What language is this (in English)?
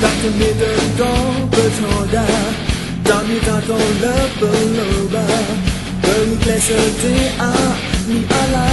S'gaw Karen